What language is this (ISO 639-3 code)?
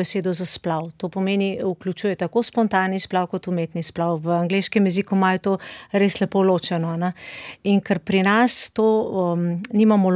slv